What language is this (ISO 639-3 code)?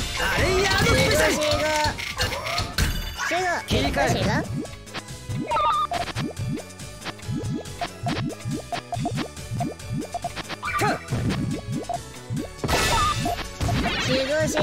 jpn